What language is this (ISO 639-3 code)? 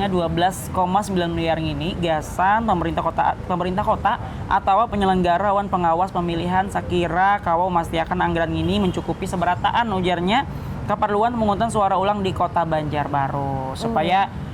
bjn